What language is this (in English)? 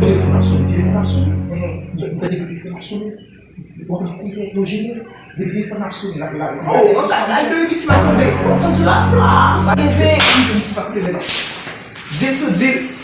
Haitian Creole